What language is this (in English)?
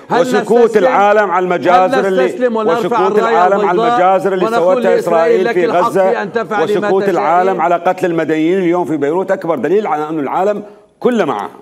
Mesopotamian Arabic